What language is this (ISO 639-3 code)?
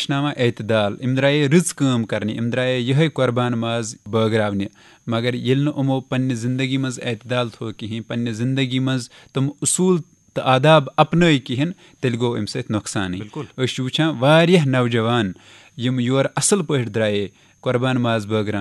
kas